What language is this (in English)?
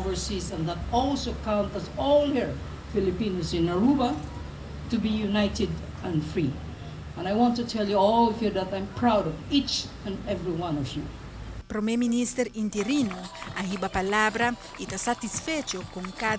Papiamento